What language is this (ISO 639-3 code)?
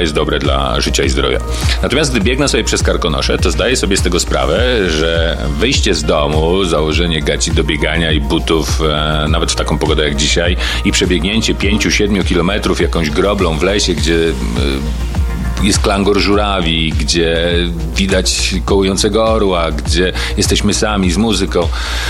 pol